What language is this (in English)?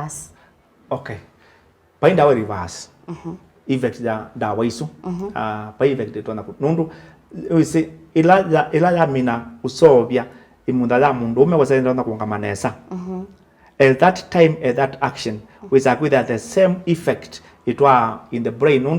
Kamba